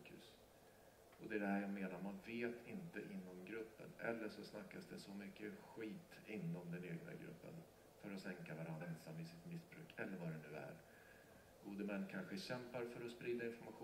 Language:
Swedish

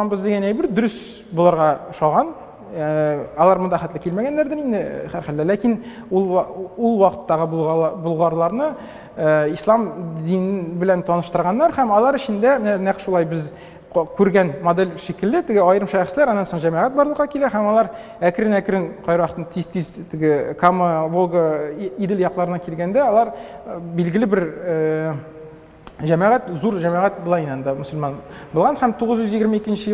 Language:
Tatar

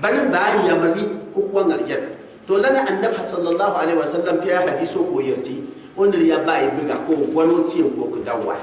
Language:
Gourmanchéma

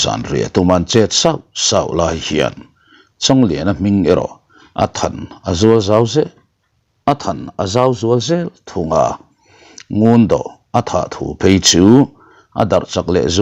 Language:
Mizo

